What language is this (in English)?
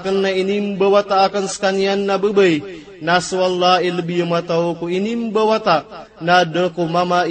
Maranao